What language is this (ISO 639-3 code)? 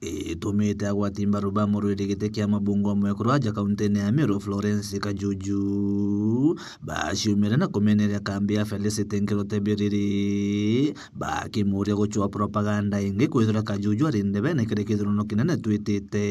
mer